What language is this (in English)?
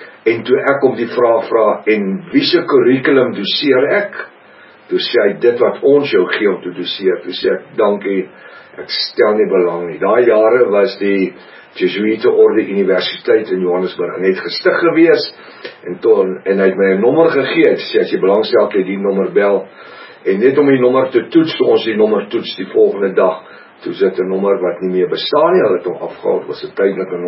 Afrikaans